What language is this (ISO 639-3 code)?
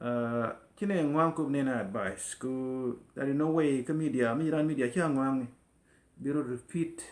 nus